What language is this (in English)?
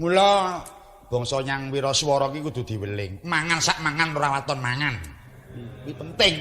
Javanese